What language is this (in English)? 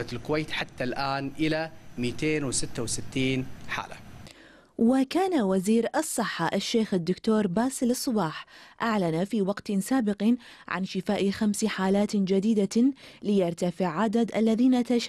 Arabic